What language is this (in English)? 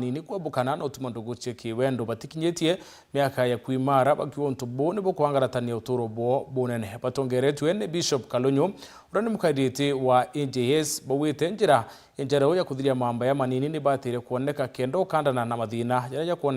Meru